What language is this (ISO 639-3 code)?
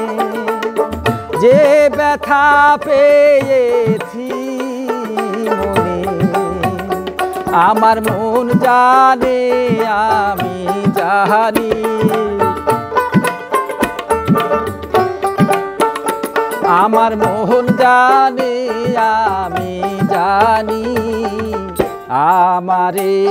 ben